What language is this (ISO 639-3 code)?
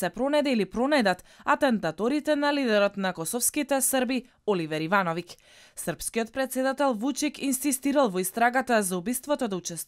mkd